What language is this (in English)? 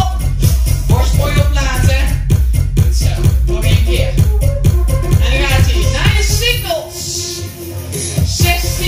Dutch